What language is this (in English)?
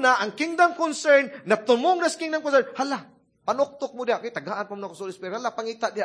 Cebuano